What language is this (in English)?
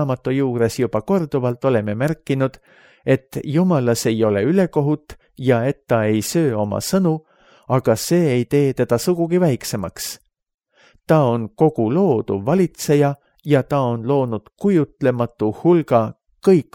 Estonian